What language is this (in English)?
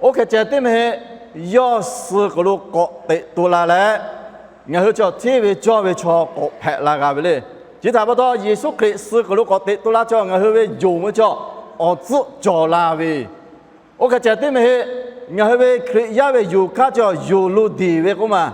Lahu